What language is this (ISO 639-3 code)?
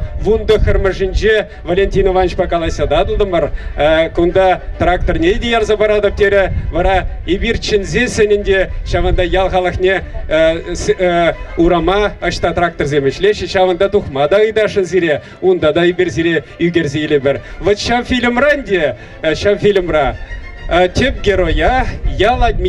chv